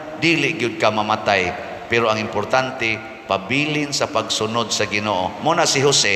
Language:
Cebuano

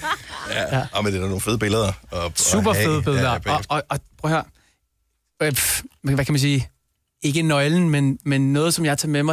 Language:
Danish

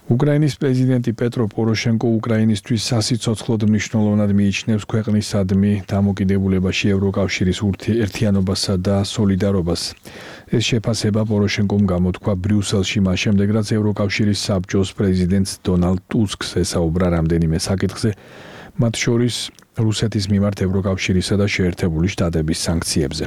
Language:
Georgian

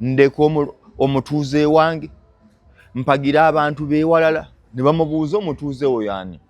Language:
Ganda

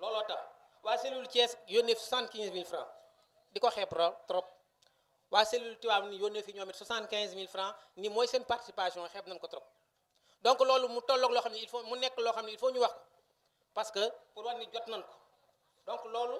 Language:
Wolof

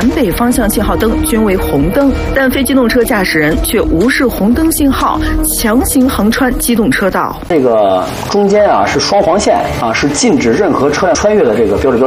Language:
Chinese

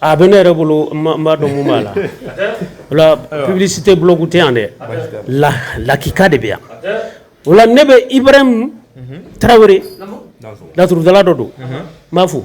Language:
Bambara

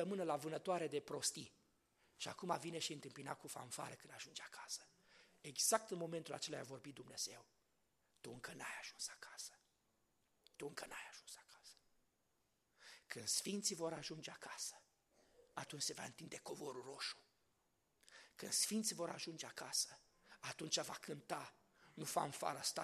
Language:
Romanian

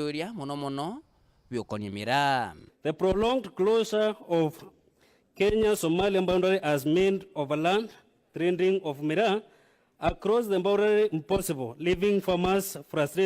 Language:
Meru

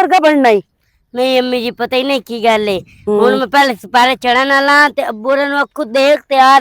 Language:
Western Panjabi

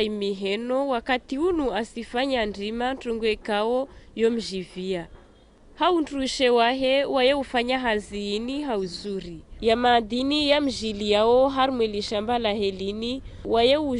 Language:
Ngazidja Comorian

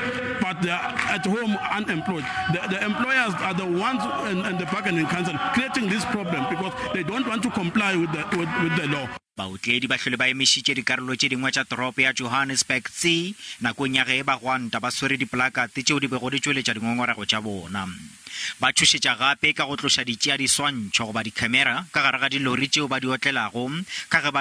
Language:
Northern Sotho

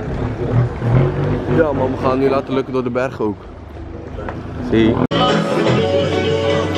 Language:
Dutch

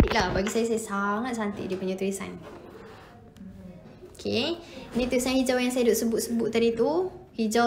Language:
Malay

